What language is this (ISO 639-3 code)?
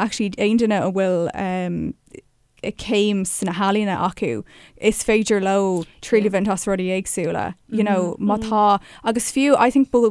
gle